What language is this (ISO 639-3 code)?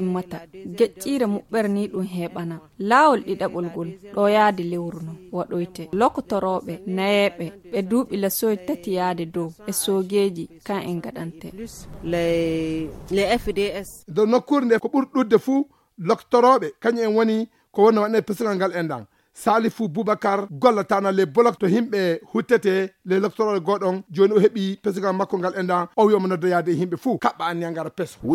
ful